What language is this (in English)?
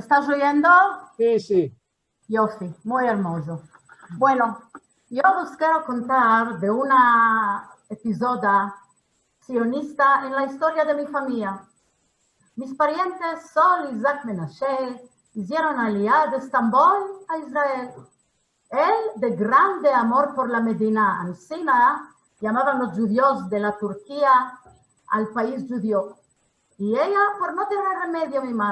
Ladino